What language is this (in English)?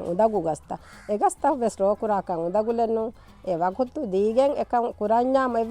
Divehi